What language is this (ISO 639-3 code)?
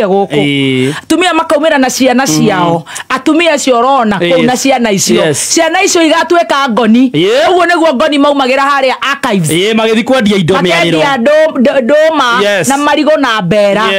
kik